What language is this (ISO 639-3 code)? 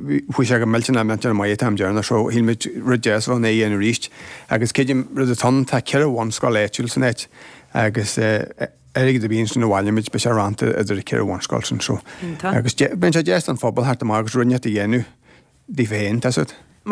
gle